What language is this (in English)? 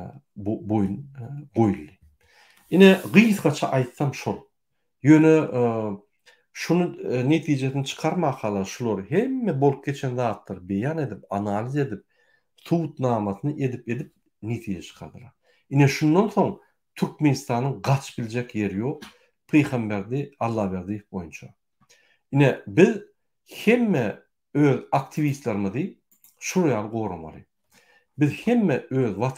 Turkmen